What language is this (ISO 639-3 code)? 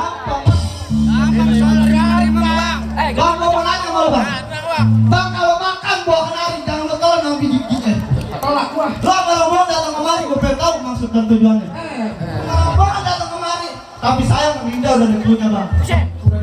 bew